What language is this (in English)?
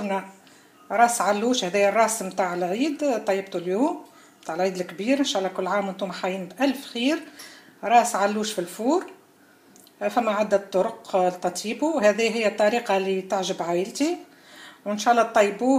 Tunisian Arabic